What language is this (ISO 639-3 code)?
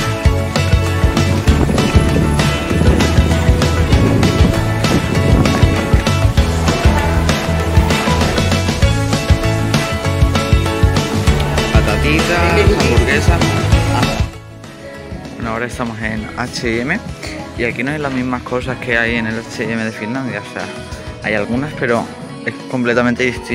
spa